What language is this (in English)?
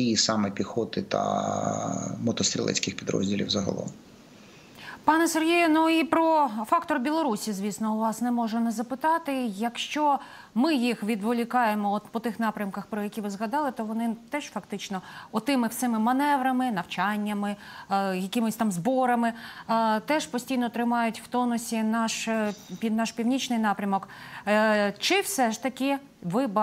Ukrainian